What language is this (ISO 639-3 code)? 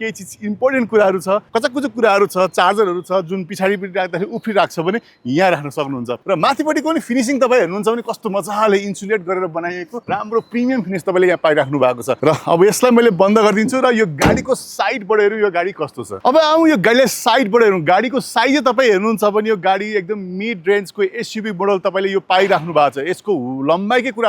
nep